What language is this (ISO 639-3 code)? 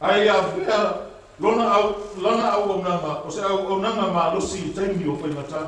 smo